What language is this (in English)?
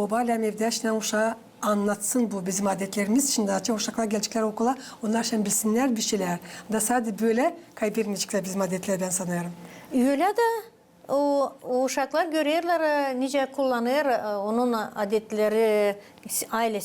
Gagauz